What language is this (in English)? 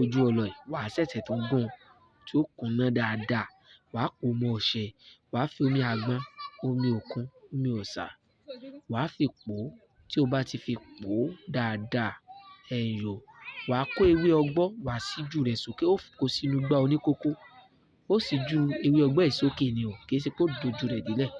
Yoruba